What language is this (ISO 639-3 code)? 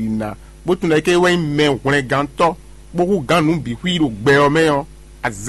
fon